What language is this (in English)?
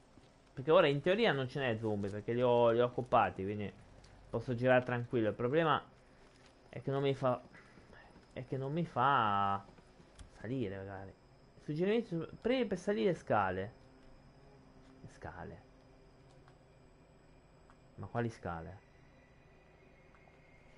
Italian